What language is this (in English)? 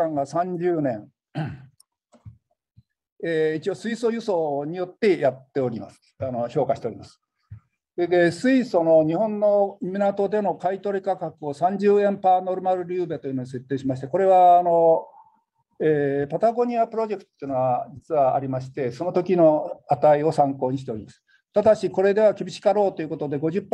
Japanese